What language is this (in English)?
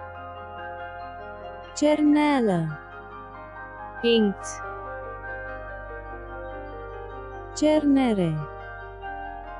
Romanian